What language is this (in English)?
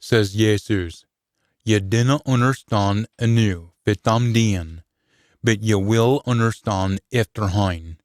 Scots